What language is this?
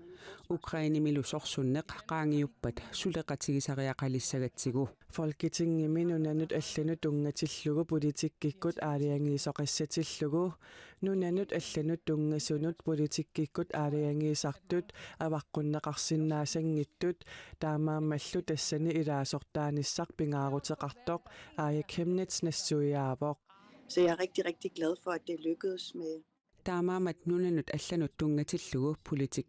Kalaallisut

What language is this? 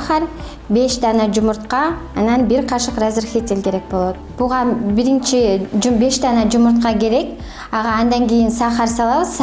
Kyrgyz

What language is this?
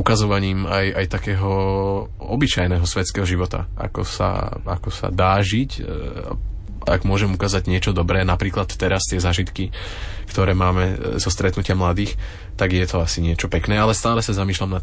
Slovak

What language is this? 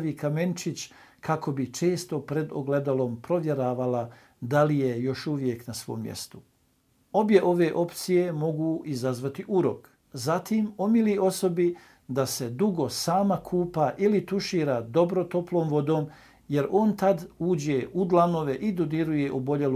Bosnian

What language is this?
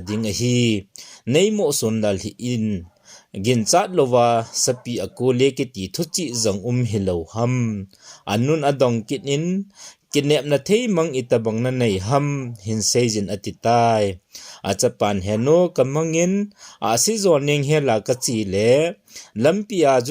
Thado Chin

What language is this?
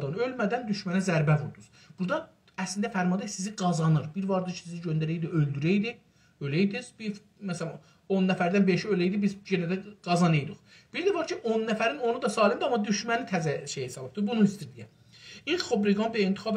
South Azerbaijani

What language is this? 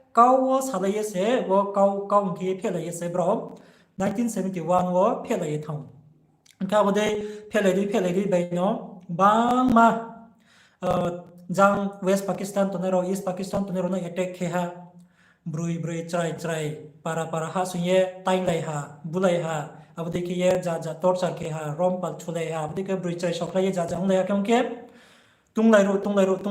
Riang (India)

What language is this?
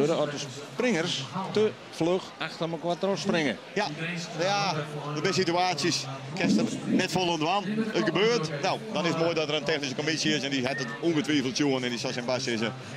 Western Frisian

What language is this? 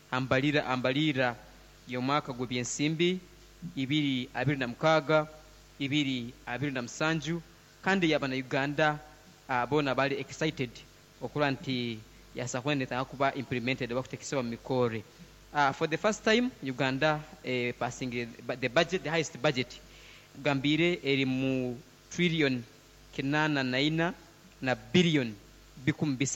Nyankole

